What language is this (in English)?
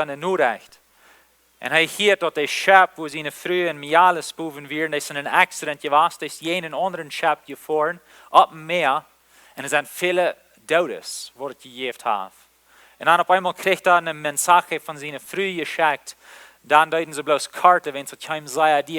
Plautdietsch